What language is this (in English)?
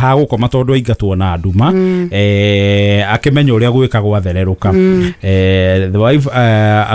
Kikuyu